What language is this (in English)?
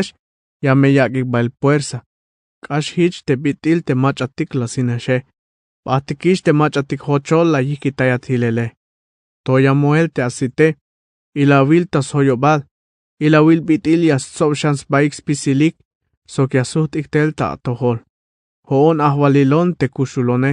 Tzeltal